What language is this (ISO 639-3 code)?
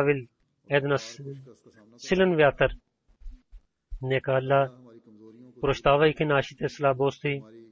bul